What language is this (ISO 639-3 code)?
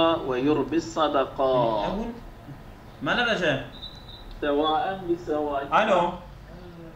ara